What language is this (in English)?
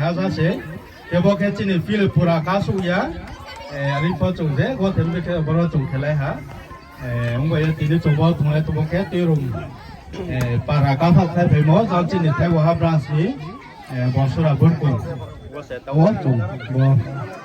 Riang (India)